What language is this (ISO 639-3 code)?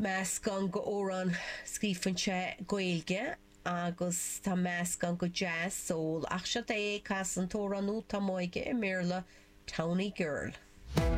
gle